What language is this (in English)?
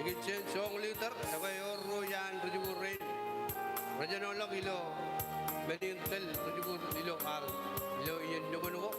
Marshallese